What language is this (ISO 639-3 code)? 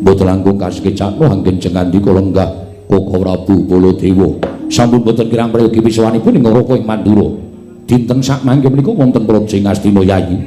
jav